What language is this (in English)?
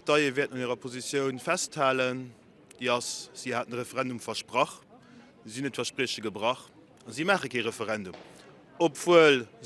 Luxembourgish